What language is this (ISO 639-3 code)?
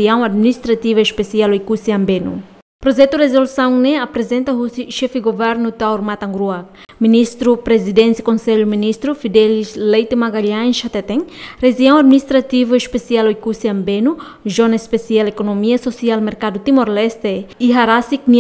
tet